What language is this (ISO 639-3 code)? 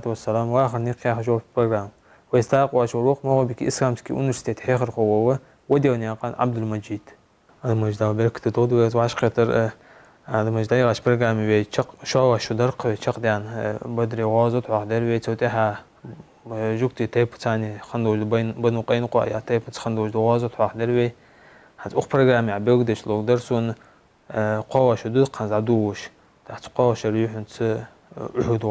inh